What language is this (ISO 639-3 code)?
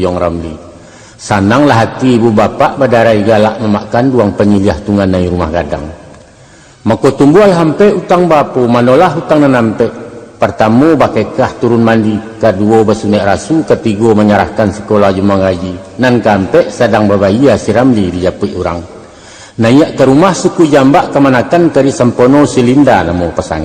min